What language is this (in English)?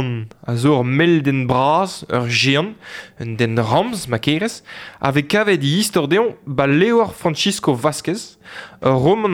Breton